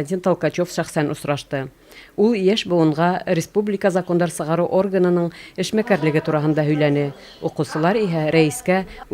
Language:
Bashkir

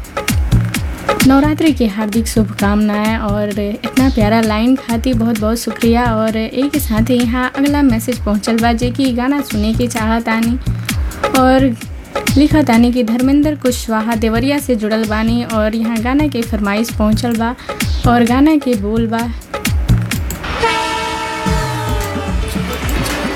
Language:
Bhojpuri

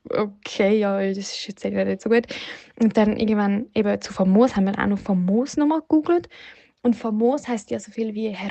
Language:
Swiss German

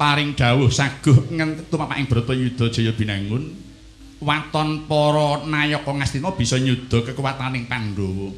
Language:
Javanese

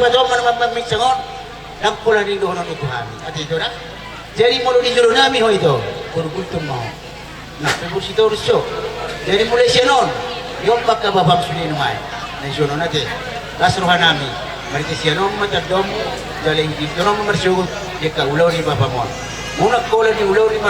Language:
Batak Toba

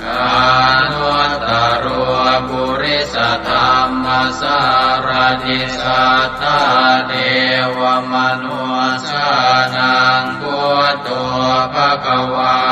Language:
Pali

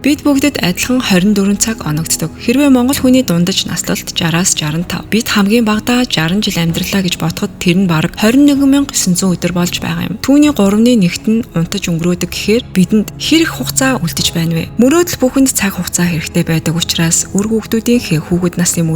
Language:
Mongolian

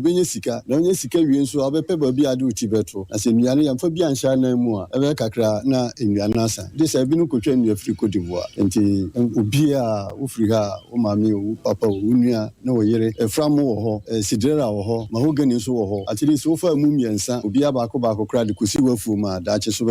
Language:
Akan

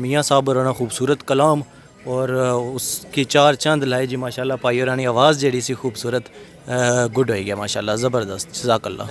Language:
Pahari-Potwari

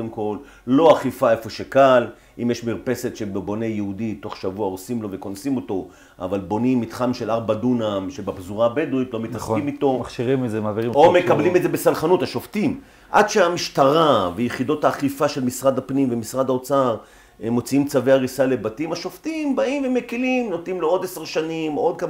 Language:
Hebrew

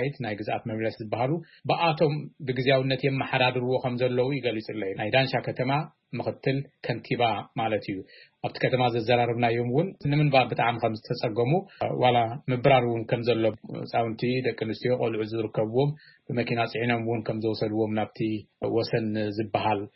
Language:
Tigrinya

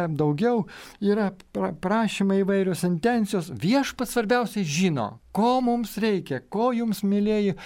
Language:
Lithuanian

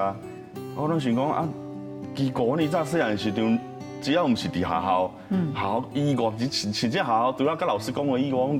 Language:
Min Nan Chinese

